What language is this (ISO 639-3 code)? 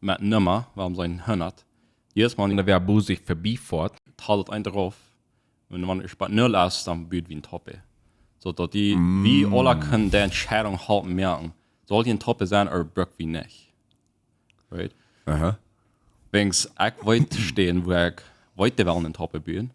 pdt